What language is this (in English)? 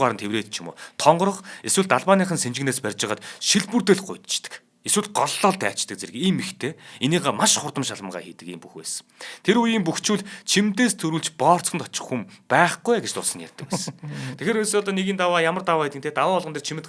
Mongolian